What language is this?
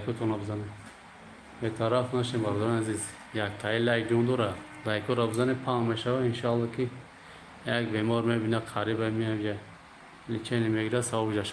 Tajik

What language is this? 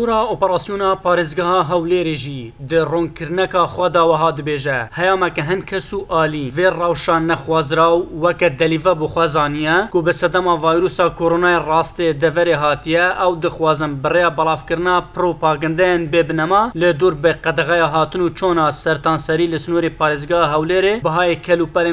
Kurdish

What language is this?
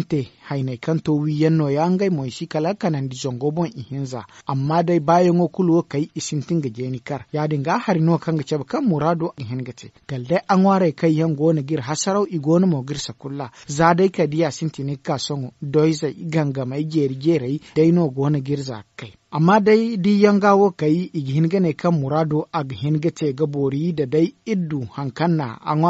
Zarma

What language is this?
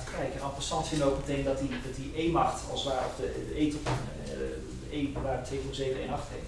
Dutch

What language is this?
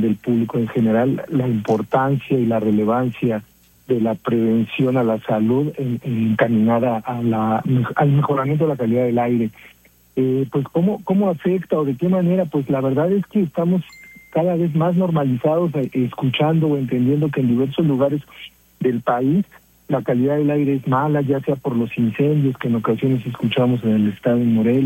Spanish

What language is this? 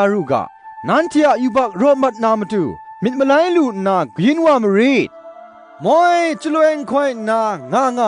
Kachin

